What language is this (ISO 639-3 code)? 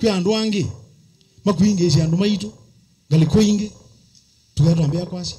kam